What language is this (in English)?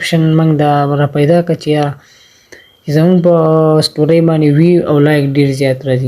Pashto